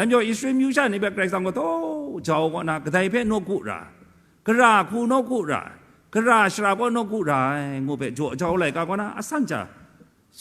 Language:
Kachin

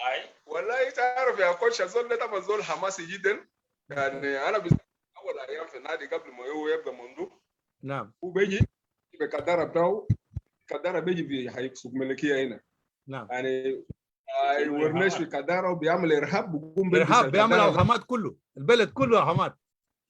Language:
Sudanese Arabic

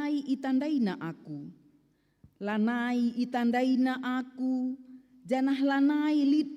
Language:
Batak Karo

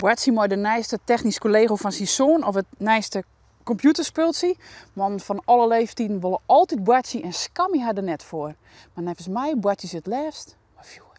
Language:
Western Frisian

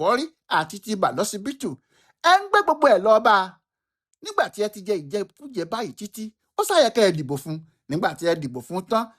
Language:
Yoruba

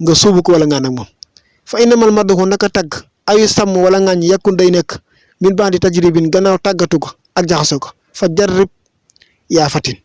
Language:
Wolof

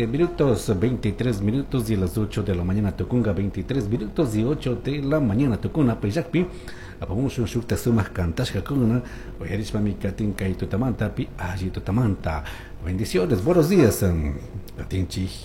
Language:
Chimborazo Highland Quichua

